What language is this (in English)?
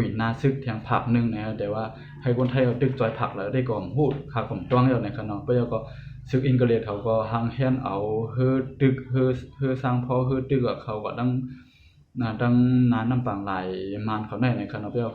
Shan